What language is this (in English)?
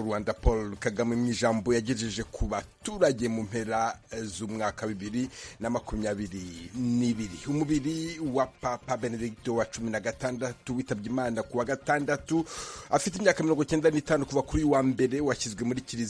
Kinyarwanda